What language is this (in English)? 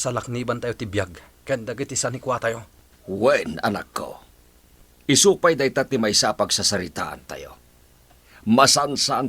Iloko